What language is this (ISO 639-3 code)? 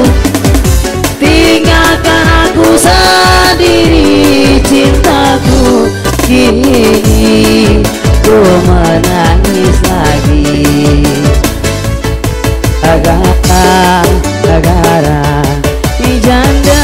ind